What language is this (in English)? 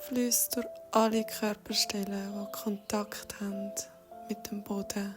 Swiss German